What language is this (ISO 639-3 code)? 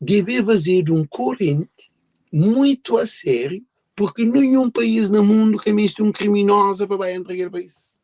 kea